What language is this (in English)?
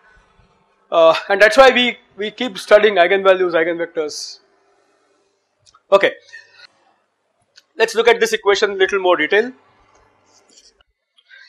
English